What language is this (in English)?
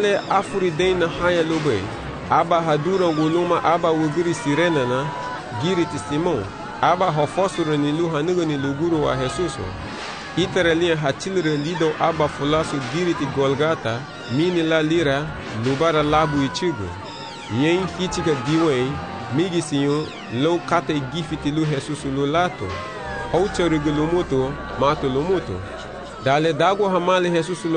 Garifuna